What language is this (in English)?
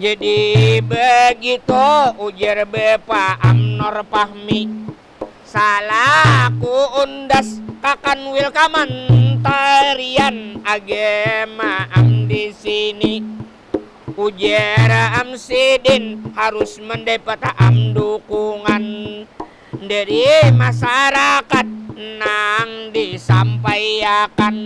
Banjar